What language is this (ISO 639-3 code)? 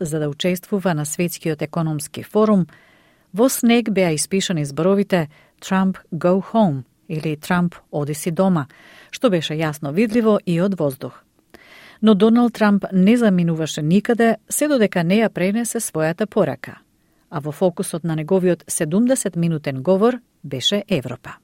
mkd